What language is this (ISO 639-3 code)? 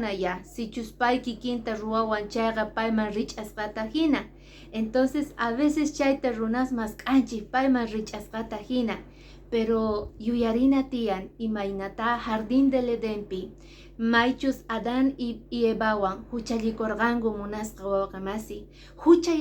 que